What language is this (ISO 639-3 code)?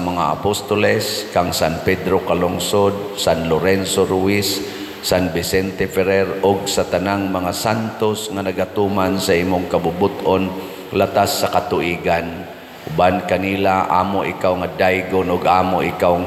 ceb